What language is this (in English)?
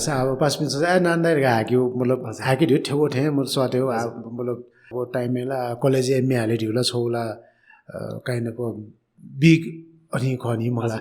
Newari